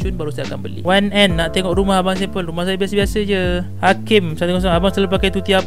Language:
Malay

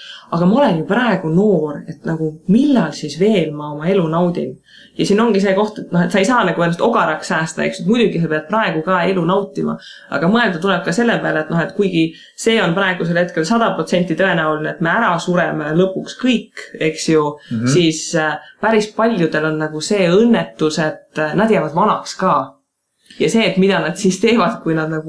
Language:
Estonian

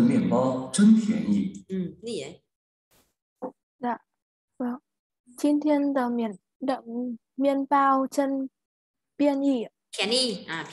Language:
Vietnamese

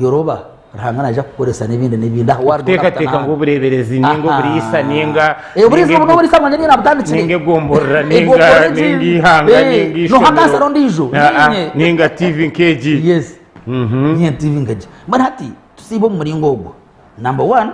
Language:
Nyankole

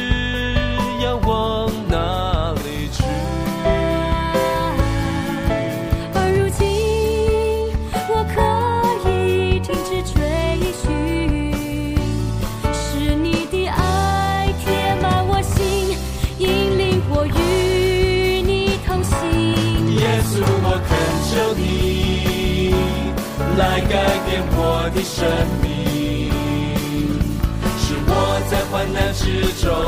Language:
Chinese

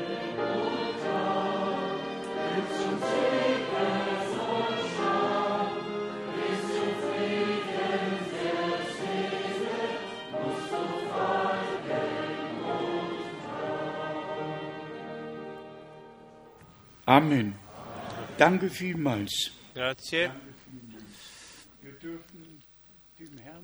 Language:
Italian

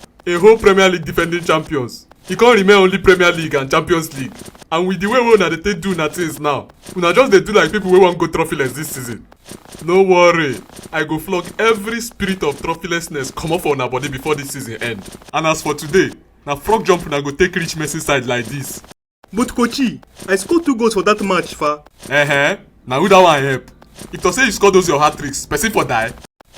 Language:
Nigerian Pidgin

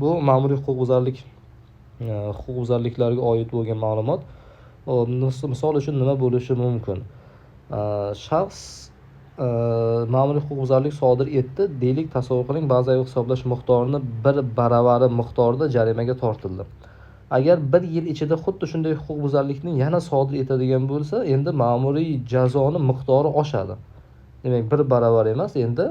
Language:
Uzbek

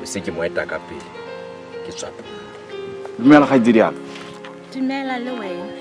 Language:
Southern Sotho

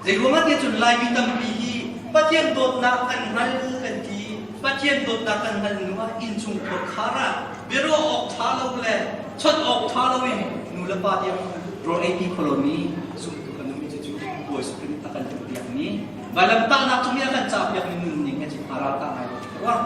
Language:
Hakha Chin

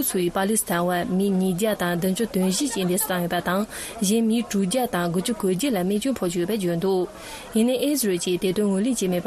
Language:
Tibetan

